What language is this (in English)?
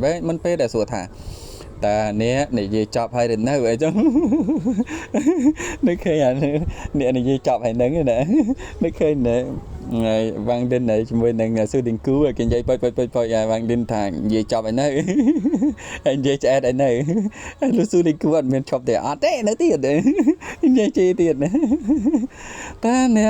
Khmer